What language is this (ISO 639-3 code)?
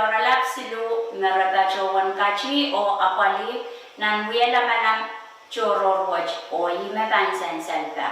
pon